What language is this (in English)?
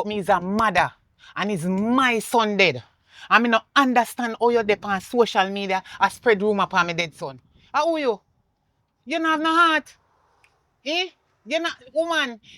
Jamaican Creole English